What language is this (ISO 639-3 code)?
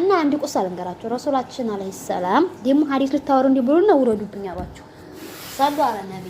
amh